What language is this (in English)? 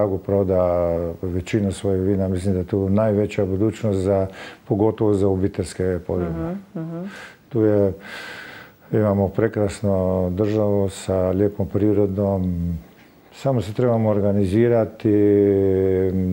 Croatian